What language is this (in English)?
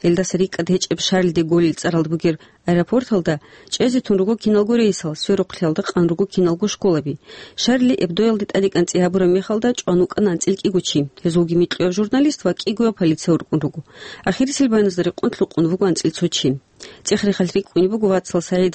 Avaric